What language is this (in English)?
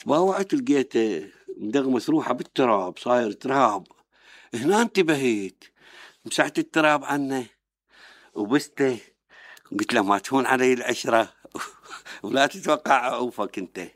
Mesopotamian Arabic